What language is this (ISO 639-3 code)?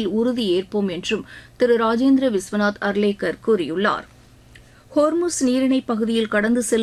tam